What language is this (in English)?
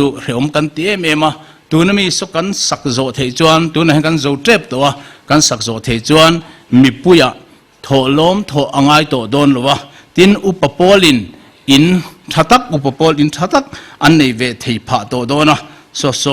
Mizo